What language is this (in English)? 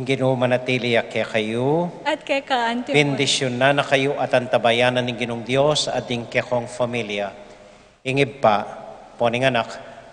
Pampanga